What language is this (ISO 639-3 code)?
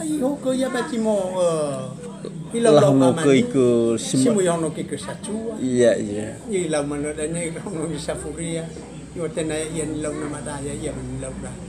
nia